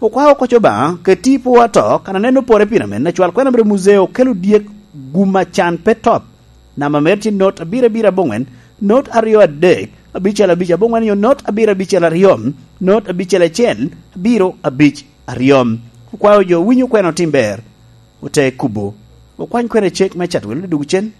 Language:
Lango (Uganda)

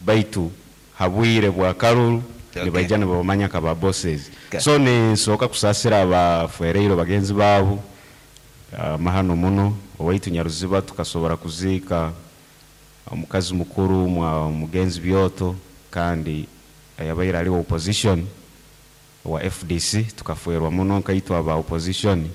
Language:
Nyankole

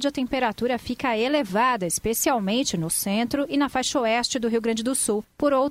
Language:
Portuguese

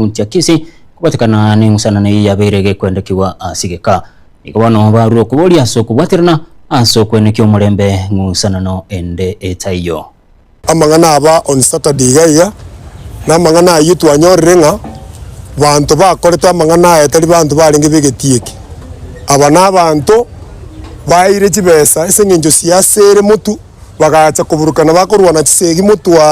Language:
Gusii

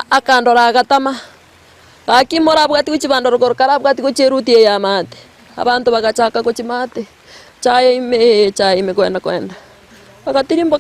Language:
Gusii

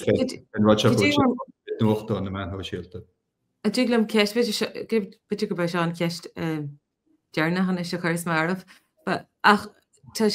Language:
Irish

